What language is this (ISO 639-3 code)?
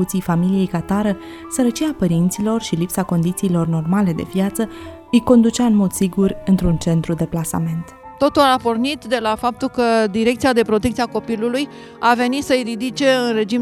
ron